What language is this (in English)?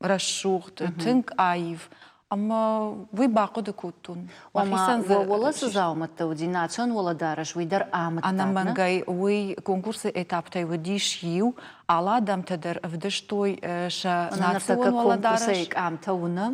Ossetic